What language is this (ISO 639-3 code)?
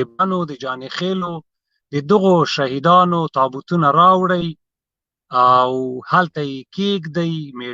pus